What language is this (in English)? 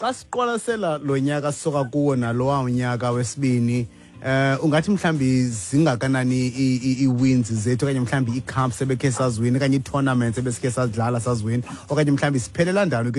Xhosa